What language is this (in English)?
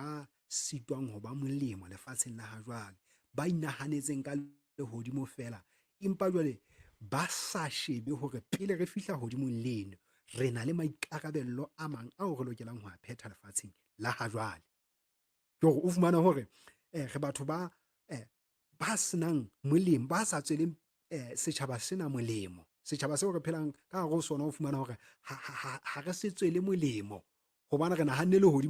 Southern Sotho